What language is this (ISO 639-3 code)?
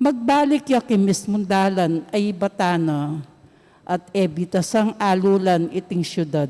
pam